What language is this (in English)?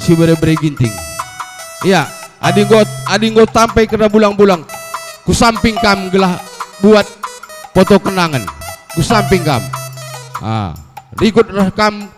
Batak Karo